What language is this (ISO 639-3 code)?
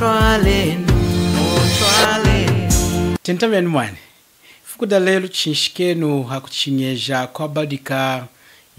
lun